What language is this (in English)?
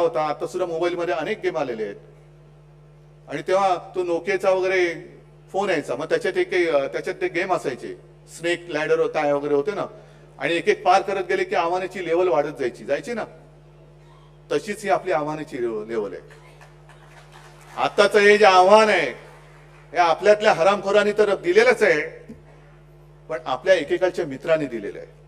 Marathi